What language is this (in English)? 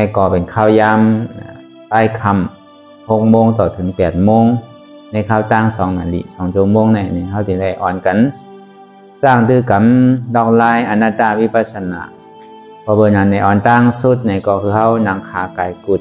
Shan